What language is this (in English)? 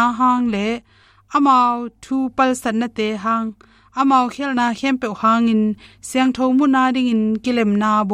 Tedim Chin